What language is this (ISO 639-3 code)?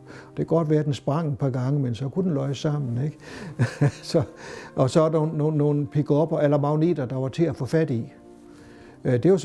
dan